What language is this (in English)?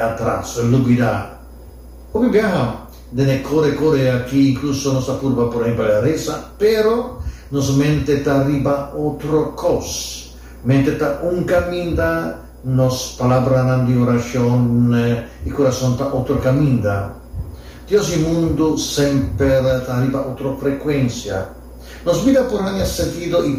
Papiamento